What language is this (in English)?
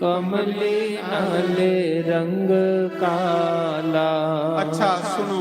Dogri